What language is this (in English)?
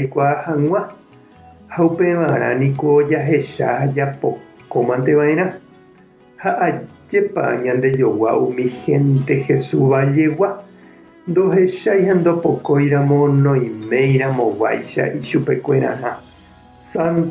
Guarani